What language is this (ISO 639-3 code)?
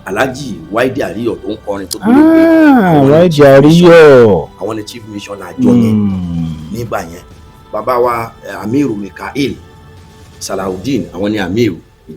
yor